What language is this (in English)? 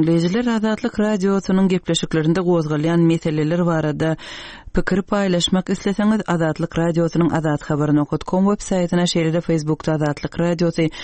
Turkmen